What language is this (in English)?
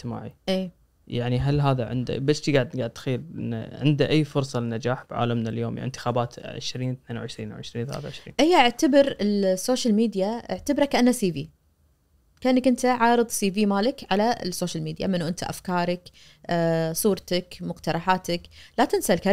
Najdi Arabic